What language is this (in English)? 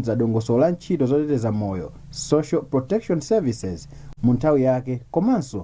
Nyanja